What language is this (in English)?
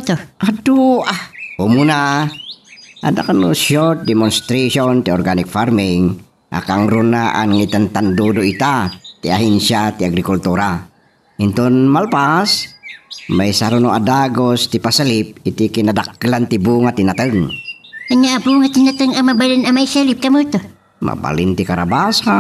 Iloko